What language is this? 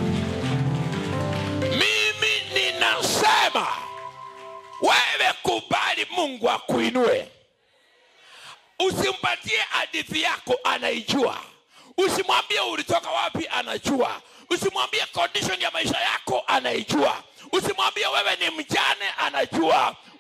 Swahili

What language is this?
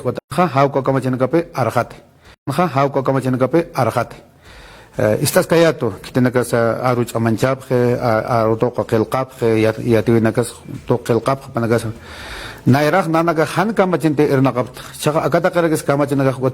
Aymara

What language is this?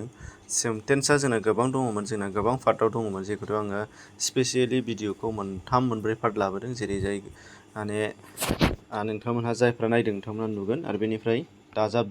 Bodo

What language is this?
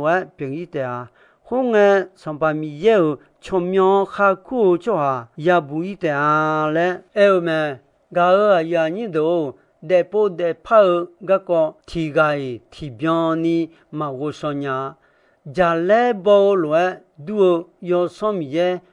Akha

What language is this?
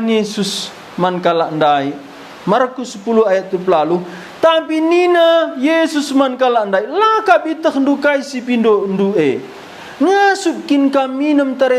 Batak Karo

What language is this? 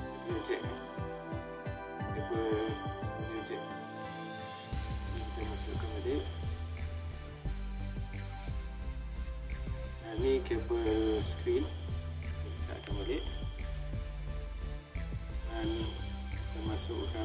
Malay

